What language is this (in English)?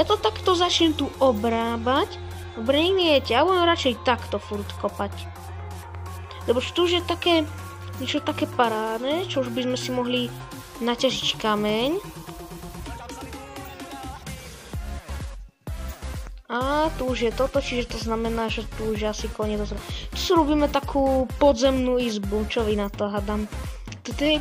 Slovak